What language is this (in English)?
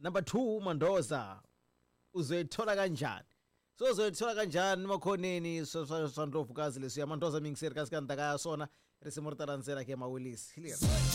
Tsonga